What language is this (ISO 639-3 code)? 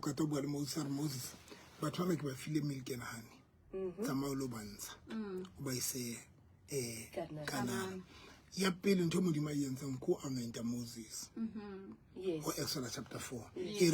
sot